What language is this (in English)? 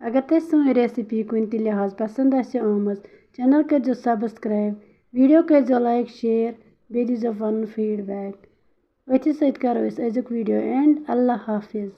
Kashmiri